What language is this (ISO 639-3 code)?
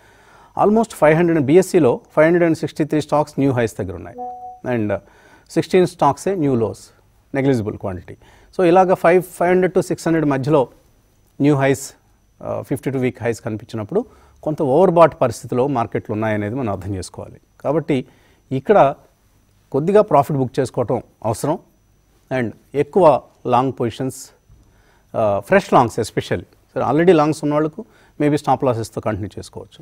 tel